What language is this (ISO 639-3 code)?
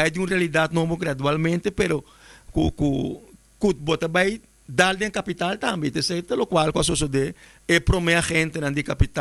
pap